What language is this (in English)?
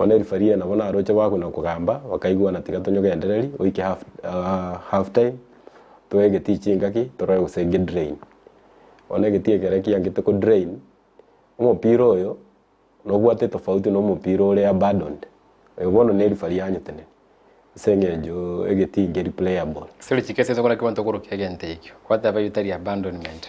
Gusii